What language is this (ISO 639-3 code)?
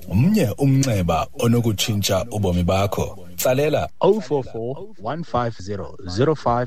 xho